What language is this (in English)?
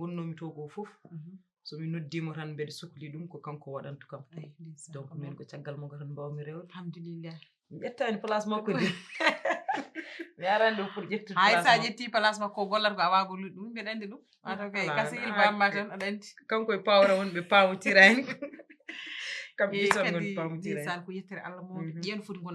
Fula